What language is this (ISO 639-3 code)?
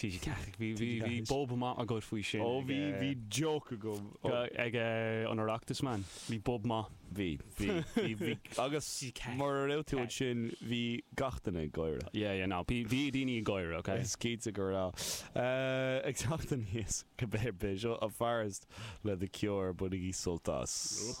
gle